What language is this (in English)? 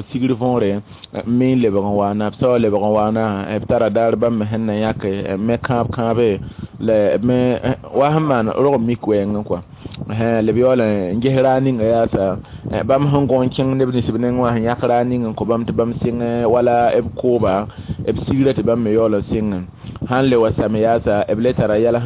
Mossi